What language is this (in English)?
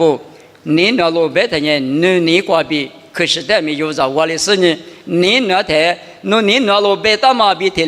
Lisu